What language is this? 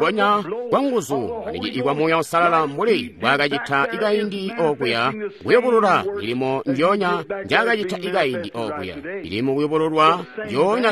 Tonga (Zambia)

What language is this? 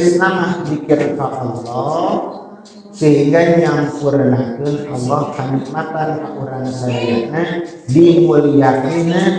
Sundanese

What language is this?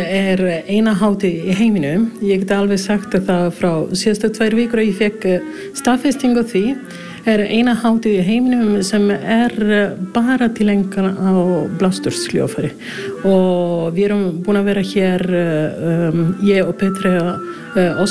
Icelandic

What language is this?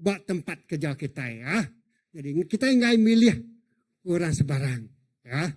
Iban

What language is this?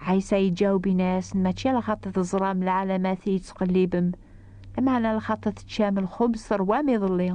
Kabyle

